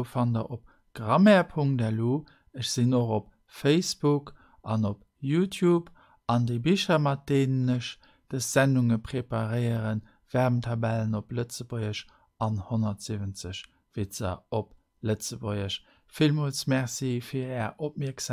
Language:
Luxembourgish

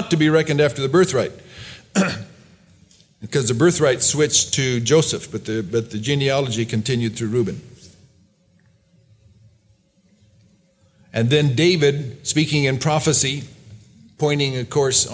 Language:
English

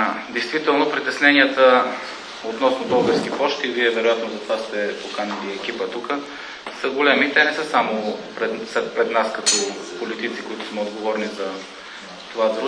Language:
Bulgarian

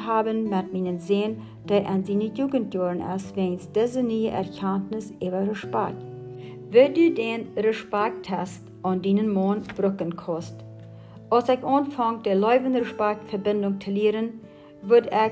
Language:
Plautdietsch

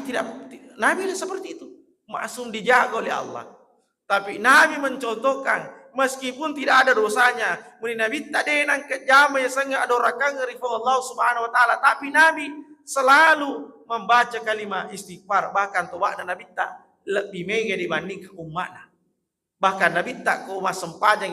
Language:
Buginese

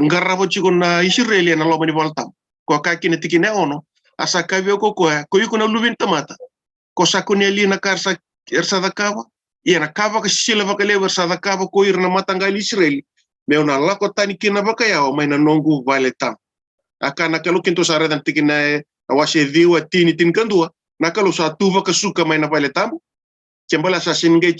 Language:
Fijian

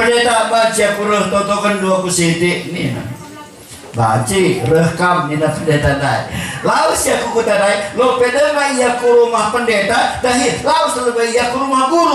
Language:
Batak Karo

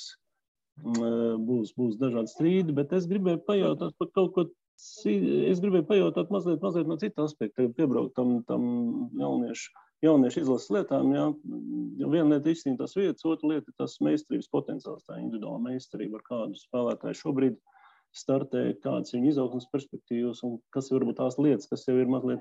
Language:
Latvian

